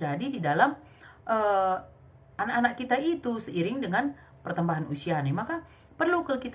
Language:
Batak Karo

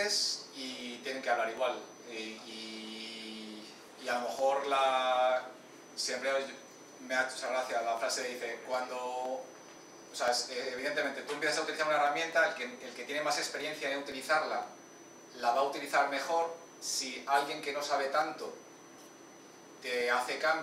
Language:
Spanish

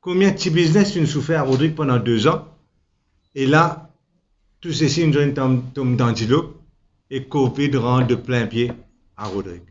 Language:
Morisyen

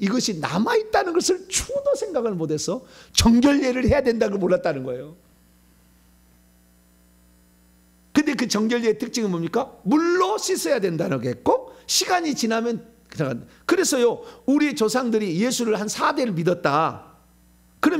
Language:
Korean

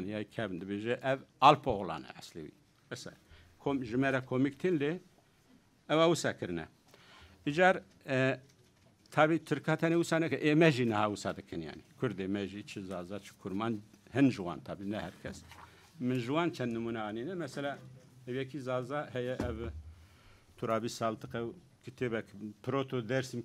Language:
Kurdish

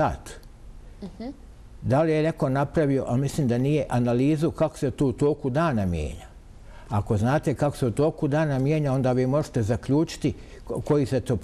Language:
Bosnian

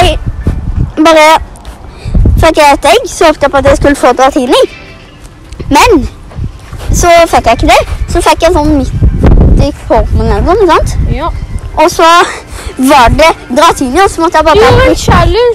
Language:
Norwegian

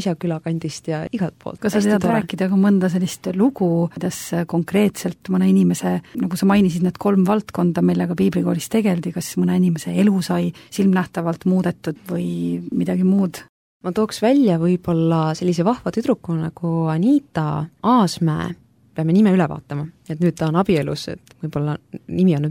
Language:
Estonian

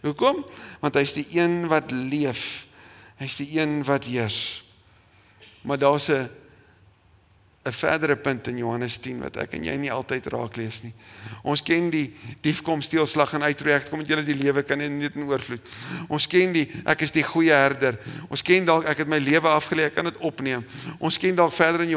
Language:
Afrikaans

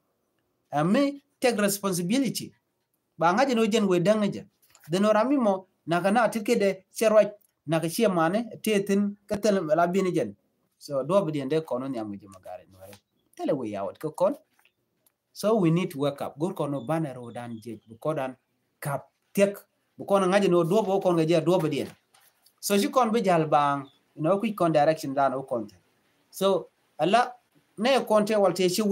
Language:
Nuer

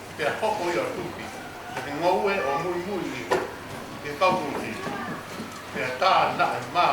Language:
Tongan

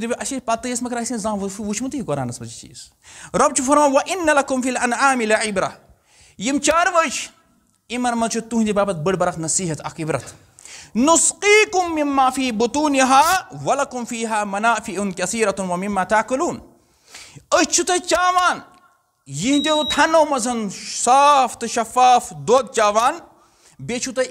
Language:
Kashmiri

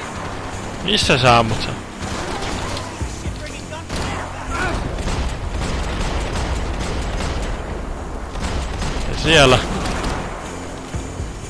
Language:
Finnish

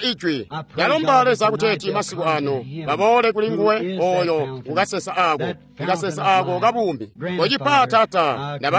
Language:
Tonga (Zambia)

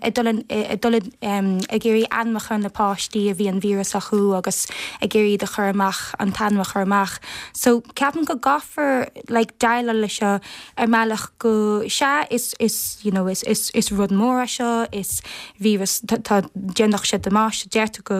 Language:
Irish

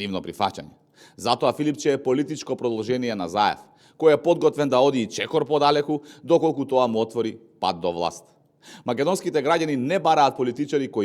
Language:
Macedonian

